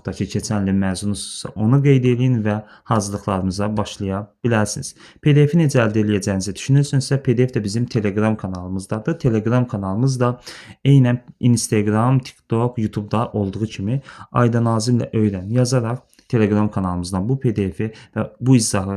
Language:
Azerbaijani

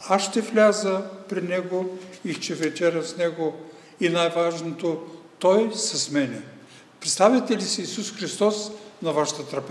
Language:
Bulgarian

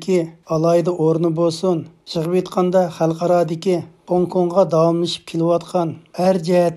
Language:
Uyghur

